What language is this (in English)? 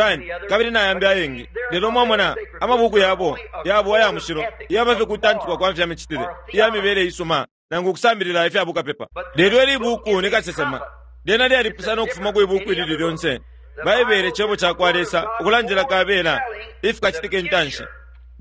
Bemba